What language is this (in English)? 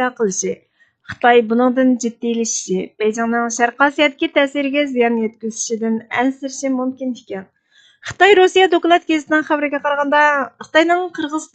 Uyghur